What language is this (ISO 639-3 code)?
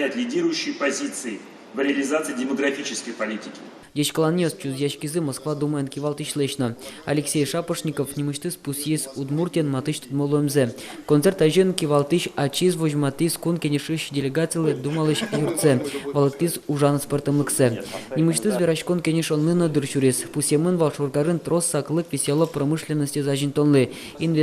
udm